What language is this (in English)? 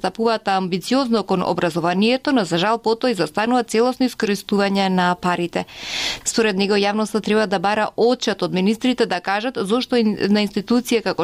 Macedonian